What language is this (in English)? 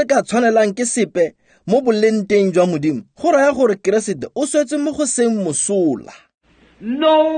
Tswana